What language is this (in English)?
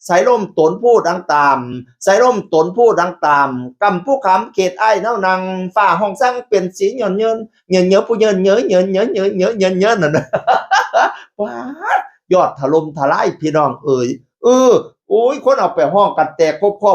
Northeastern Thai